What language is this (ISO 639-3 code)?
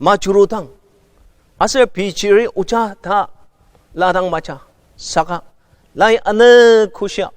njo